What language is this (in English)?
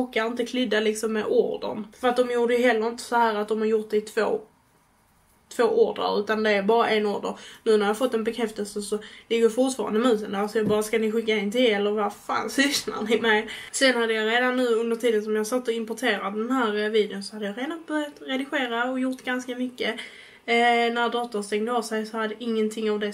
Swedish